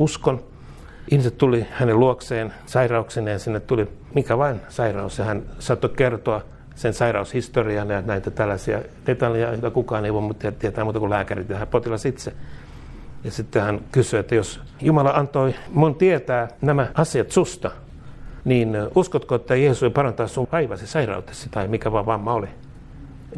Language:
Finnish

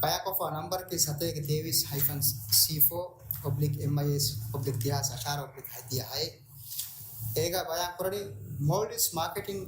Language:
Divehi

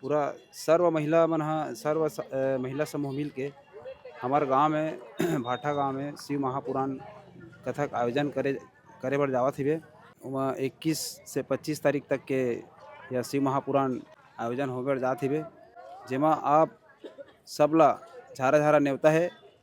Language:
Chhattisgarhi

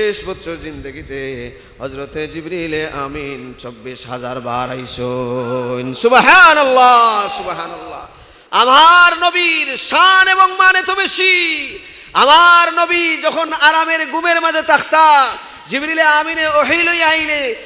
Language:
Sylheti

